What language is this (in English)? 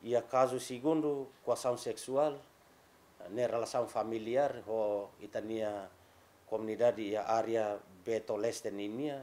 Tetum